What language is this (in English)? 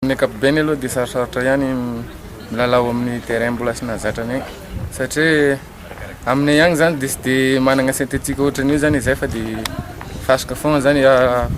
Malagasy